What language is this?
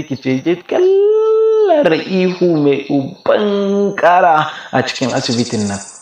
Hausa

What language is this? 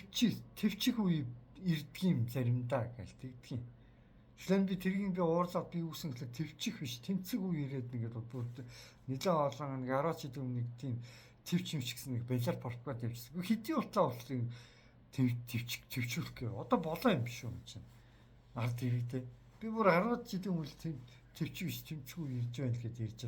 Mongolian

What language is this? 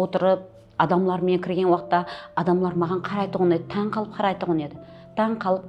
Kara-Kalpak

